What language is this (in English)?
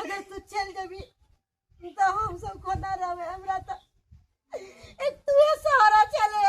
Maithili